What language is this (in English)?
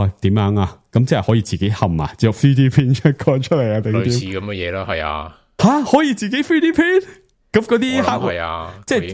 Cantonese